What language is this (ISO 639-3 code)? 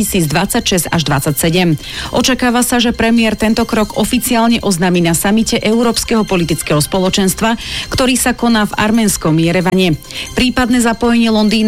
slk